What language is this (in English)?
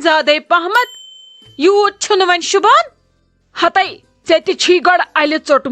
Kashmiri